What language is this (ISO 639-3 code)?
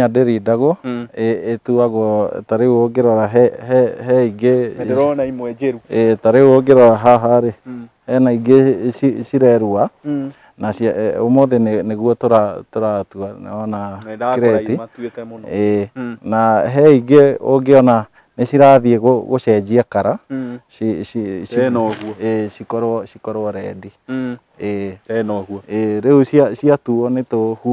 kik